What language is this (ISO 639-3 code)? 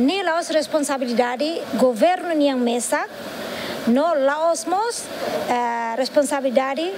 tet